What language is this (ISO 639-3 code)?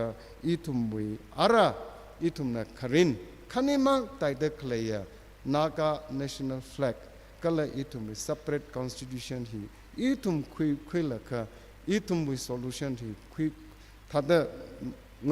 nmf